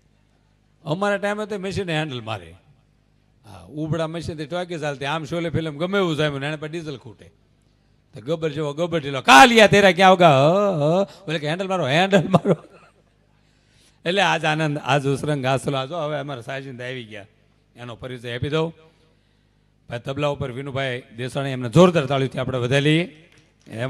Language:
Gujarati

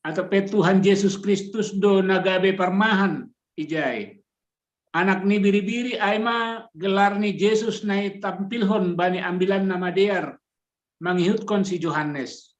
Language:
Batak Simalungun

